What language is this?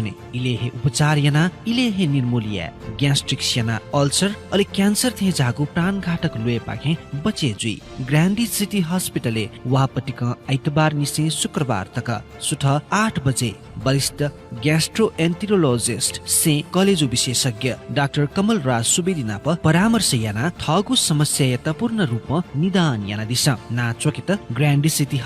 Newari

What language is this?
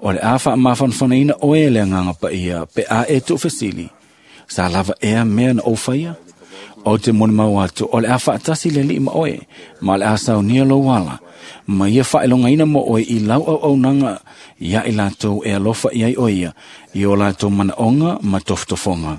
Samoan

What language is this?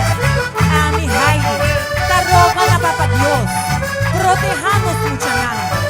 Papiamento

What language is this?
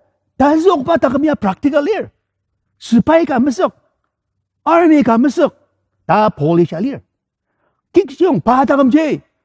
Ao Naga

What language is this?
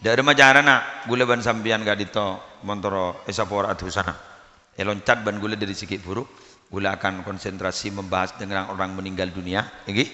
Madurese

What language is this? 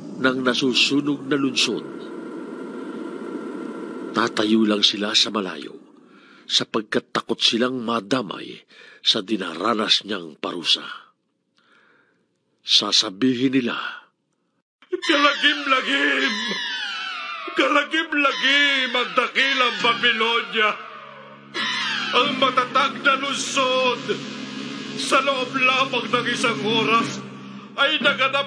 Filipino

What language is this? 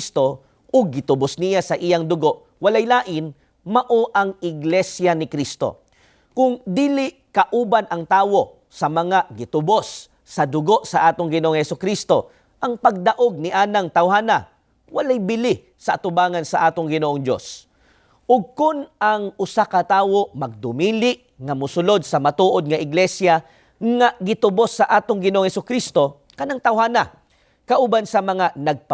Cebuano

